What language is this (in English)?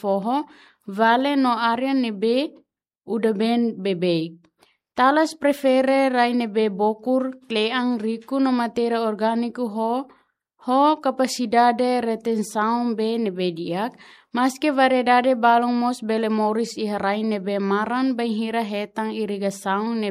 Tetum